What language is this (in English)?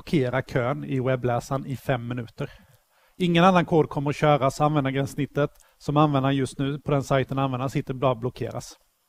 Swedish